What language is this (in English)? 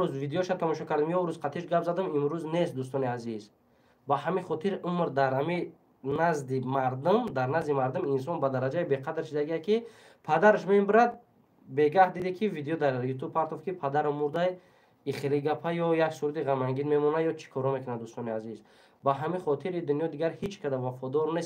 Tajik